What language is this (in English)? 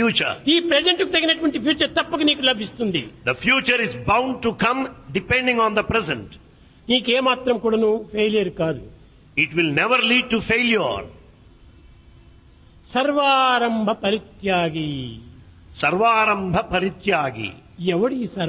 Telugu